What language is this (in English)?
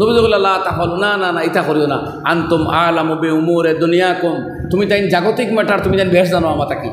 Sylheti